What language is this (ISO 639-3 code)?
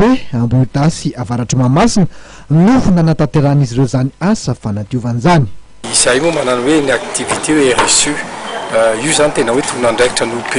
mlg